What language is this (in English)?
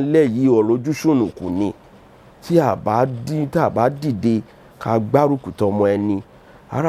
Yoruba